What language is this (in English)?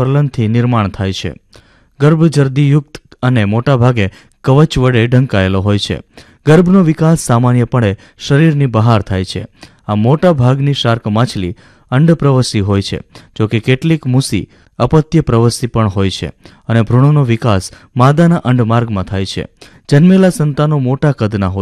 Gujarati